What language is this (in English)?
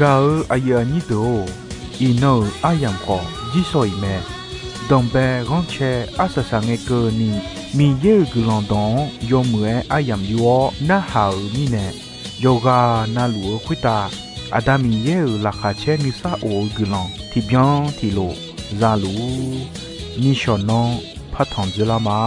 Akha